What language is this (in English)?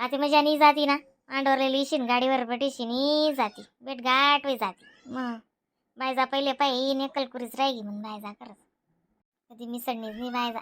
Khandesi